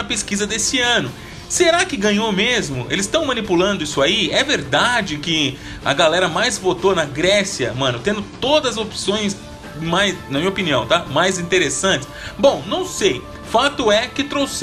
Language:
Portuguese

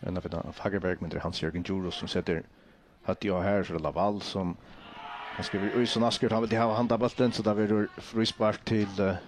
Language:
Faroese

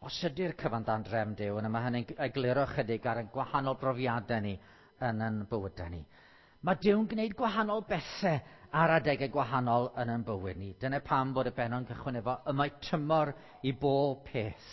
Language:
Welsh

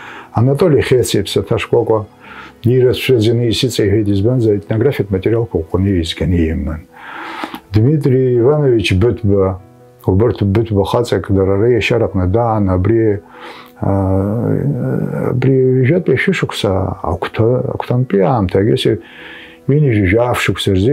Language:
Abkhazian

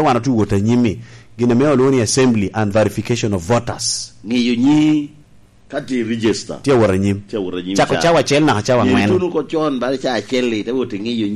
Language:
Lango (Uganda)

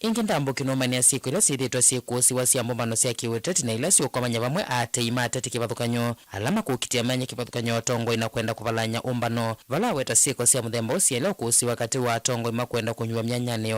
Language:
Kamba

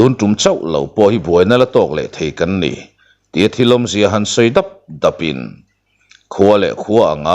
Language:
Mizo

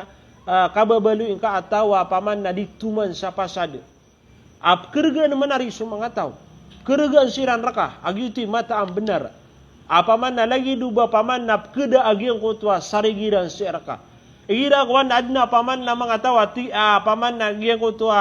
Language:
Maranao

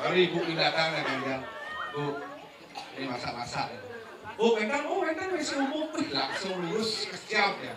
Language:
Balinese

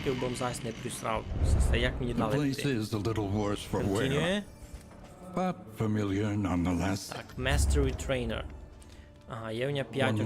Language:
Rusyn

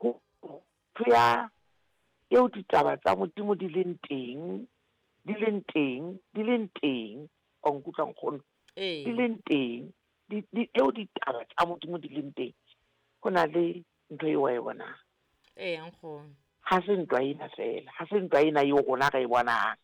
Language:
Southern Sotho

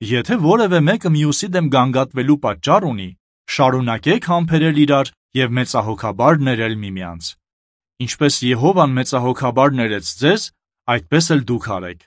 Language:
Armenian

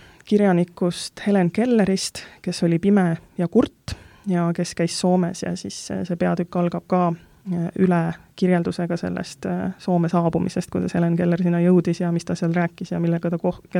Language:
Estonian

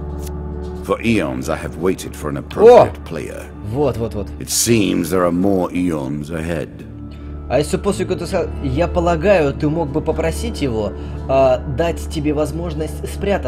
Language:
Russian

